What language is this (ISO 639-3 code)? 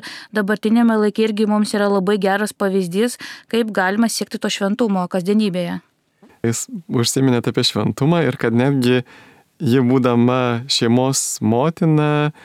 lit